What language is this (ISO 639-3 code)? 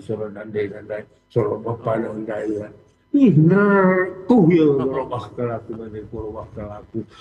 btx